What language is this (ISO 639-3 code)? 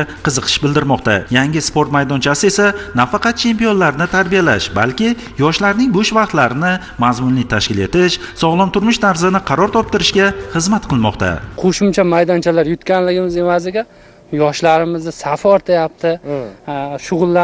uzb